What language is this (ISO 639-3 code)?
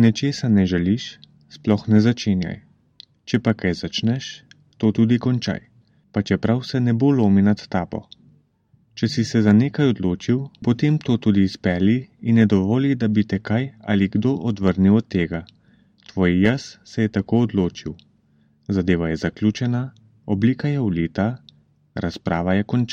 slv